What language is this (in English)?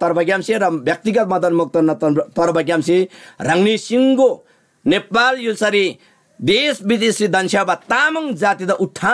Eastern Tamang